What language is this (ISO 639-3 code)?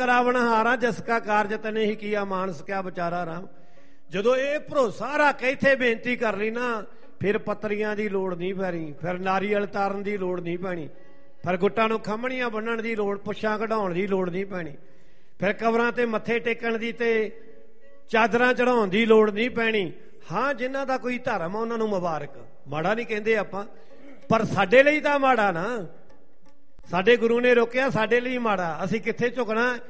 pan